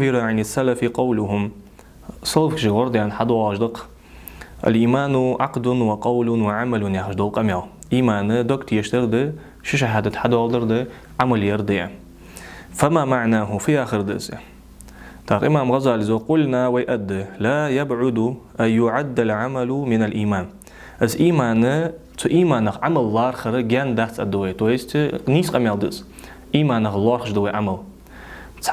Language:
Ingush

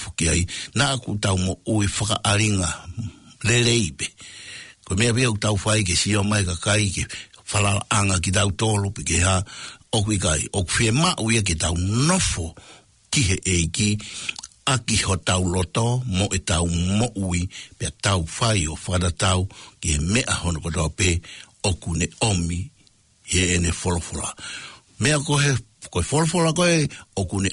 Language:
Tongan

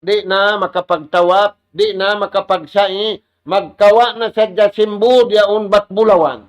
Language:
Tausug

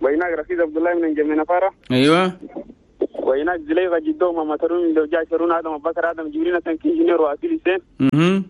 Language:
Chadian Arabic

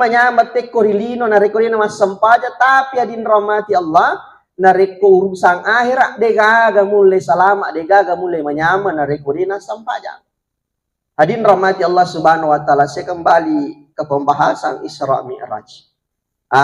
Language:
Buginese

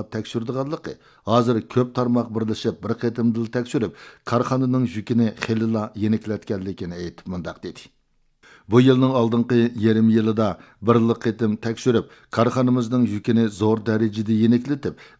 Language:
Uyghur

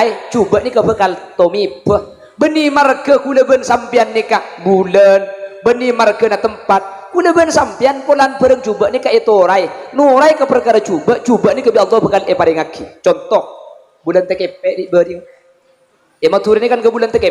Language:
Madurese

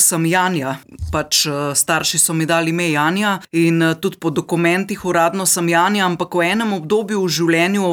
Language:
Slovenian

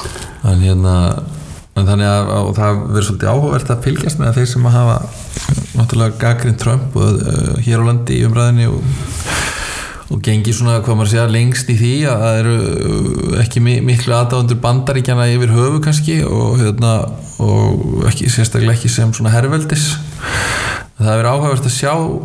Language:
Icelandic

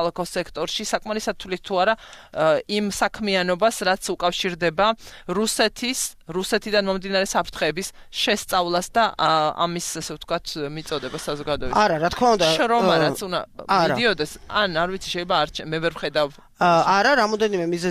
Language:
Georgian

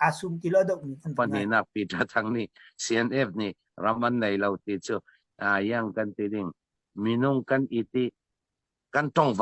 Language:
Hakha Chin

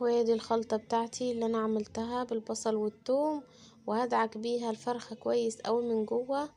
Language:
Egyptian Arabic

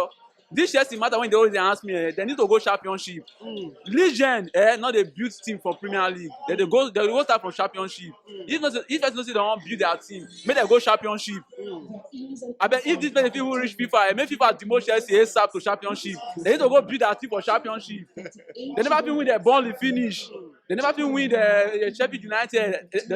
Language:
Nigerian Pidgin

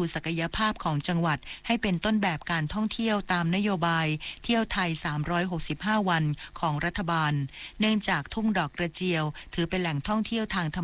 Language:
Thai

